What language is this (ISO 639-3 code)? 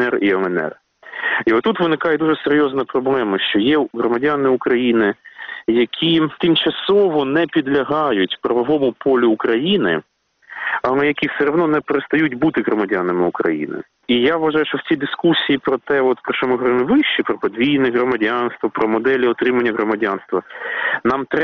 ukr